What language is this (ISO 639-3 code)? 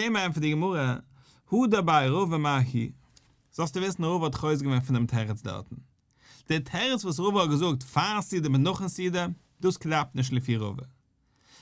yid